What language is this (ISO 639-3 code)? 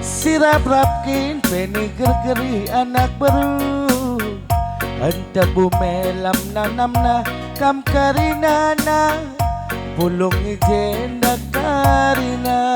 btx